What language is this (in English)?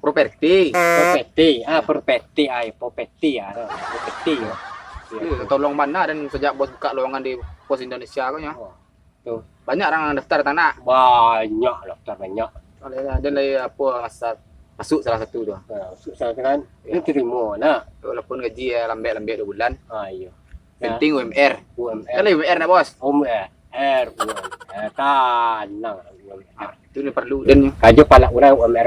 Minangkabau